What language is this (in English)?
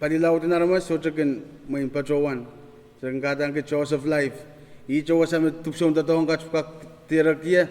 Pohnpeian